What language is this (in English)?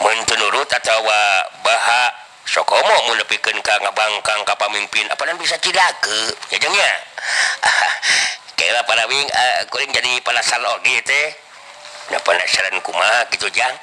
Sundanese